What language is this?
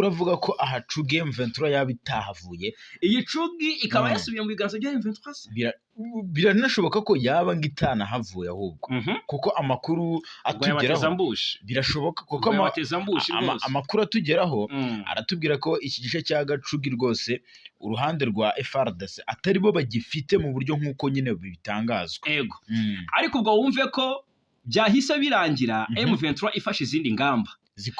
Kinyarwanda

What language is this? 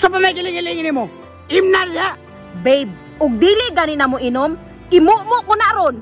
Cebuano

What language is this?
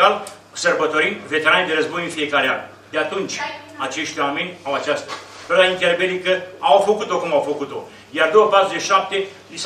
Romanian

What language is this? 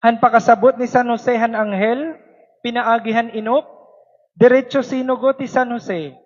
Waray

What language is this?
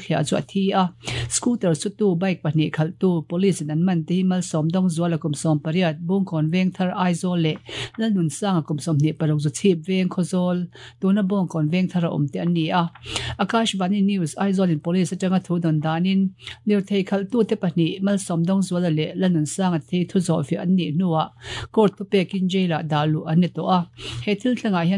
Mizo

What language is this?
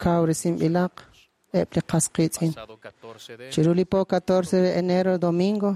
Kekchí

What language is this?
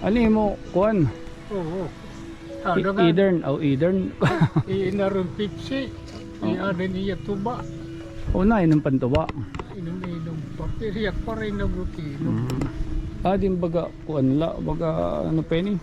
Waray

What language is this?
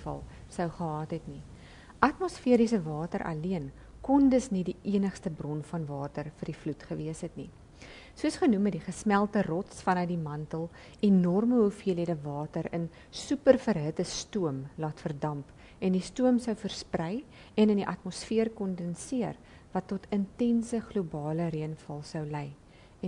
Afrikaans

